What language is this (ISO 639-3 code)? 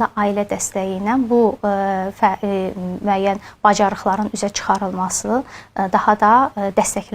aze